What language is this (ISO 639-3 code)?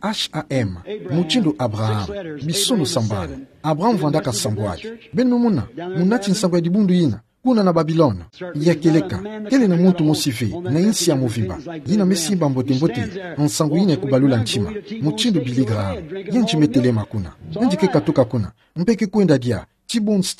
ktu